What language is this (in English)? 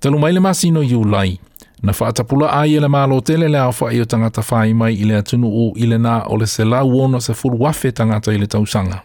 Samoan